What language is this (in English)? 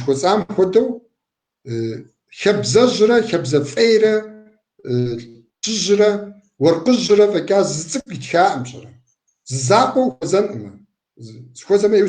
Kabardian